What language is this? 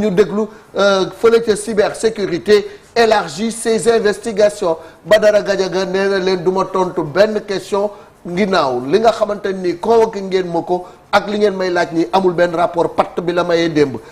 Wolof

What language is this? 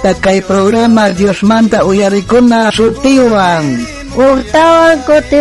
South Bolivian Quechua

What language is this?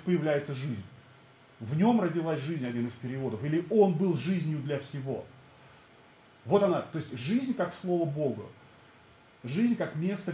Russian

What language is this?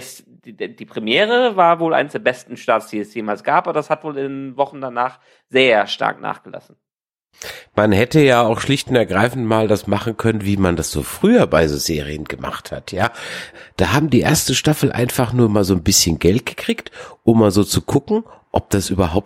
German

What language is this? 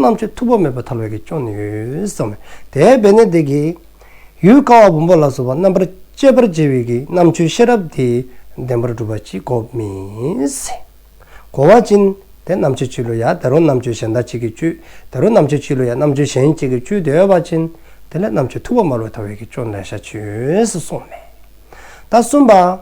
Dzongkha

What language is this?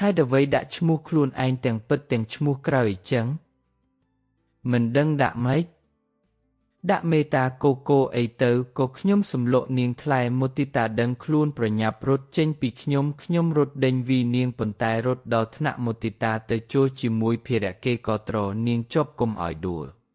Khmer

